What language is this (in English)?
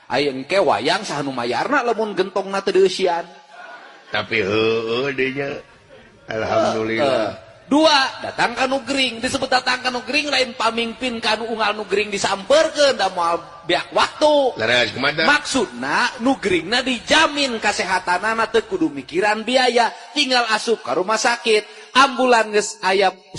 Sundanese